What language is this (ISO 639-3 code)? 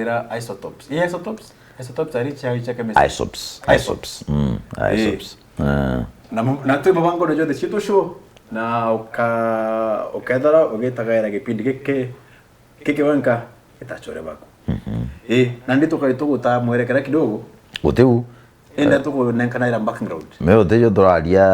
mer